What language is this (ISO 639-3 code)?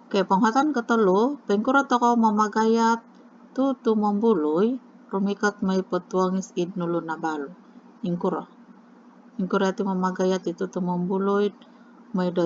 dtp